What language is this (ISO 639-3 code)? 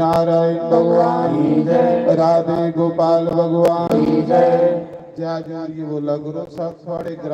doi